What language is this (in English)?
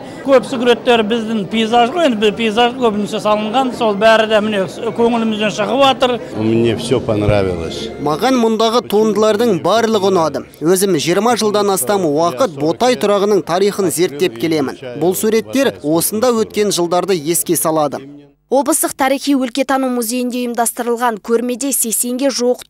Kazakh